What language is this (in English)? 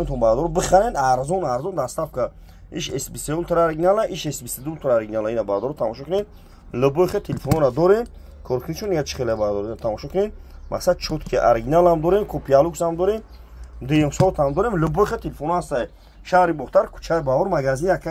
Tajik